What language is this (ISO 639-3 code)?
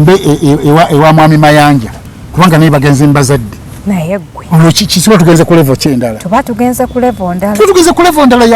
lug